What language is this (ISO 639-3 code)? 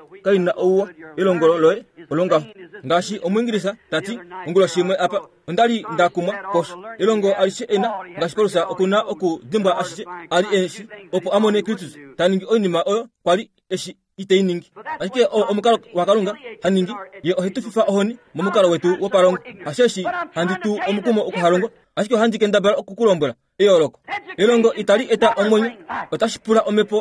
kua